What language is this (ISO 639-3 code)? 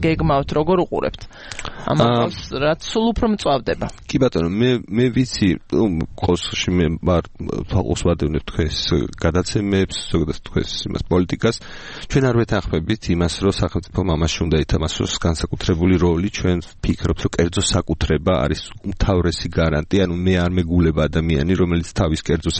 kat